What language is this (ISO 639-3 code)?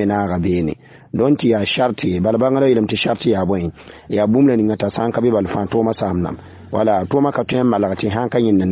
mos